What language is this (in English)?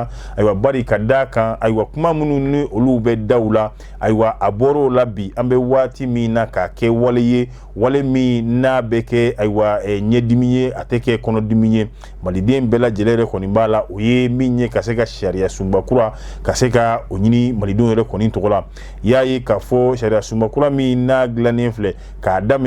Bambara